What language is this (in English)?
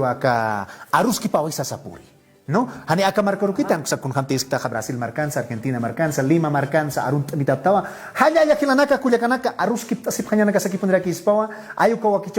Aymara